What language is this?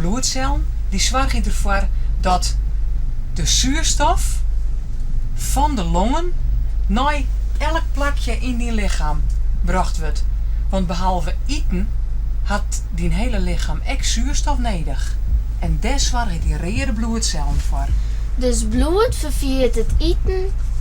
Western Frisian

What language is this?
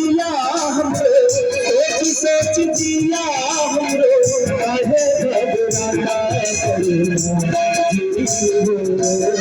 Maithili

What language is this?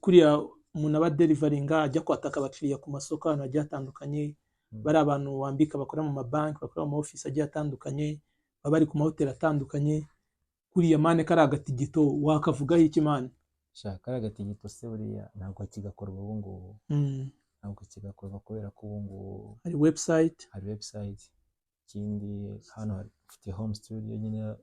Kinyarwanda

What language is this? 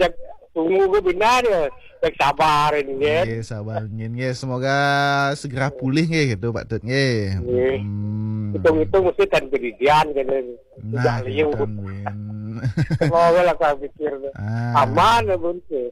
Balinese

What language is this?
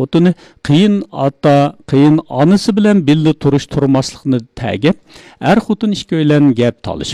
Uyghur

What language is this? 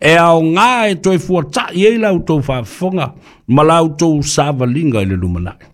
Samoan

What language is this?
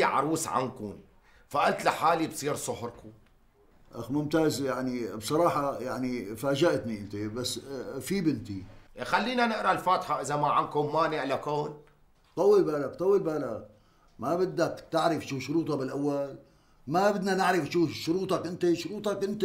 North Levantine Arabic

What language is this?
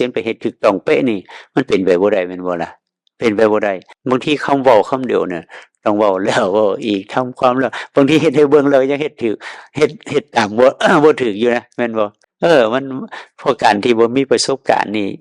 Northeastern Thai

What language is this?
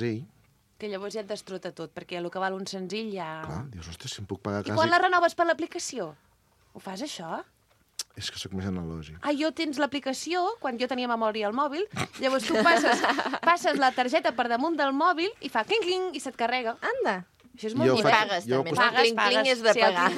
Catalan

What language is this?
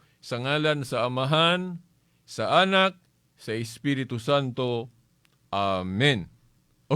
Cebuano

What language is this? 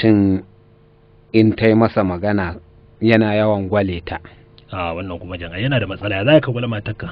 Hausa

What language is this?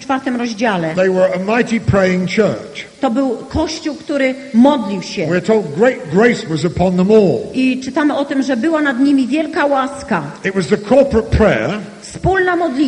Polish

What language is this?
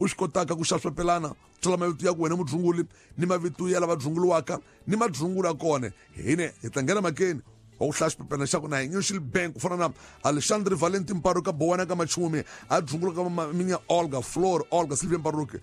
Tsonga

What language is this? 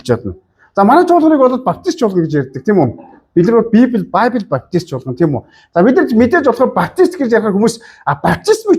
Mongolian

